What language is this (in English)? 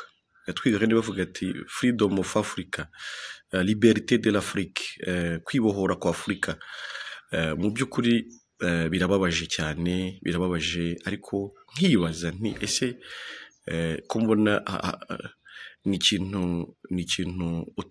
Kinyarwanda